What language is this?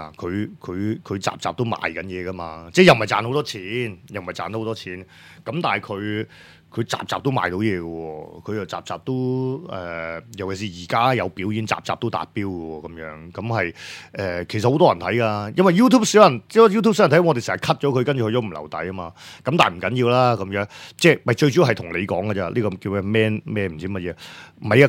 Cantonese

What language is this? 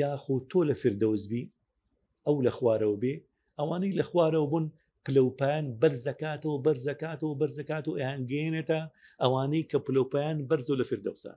Central Kurdish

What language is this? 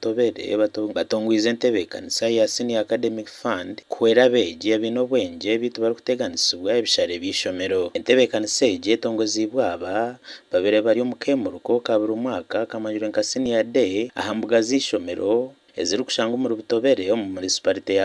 Nyankole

